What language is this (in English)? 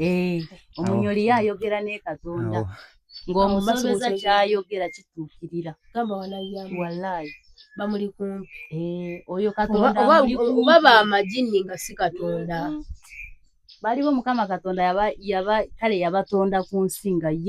Ganda